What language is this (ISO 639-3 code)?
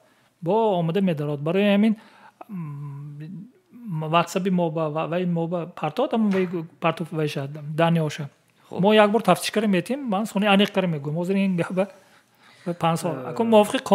tgk